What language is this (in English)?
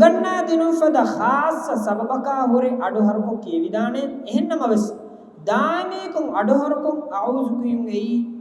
Divehi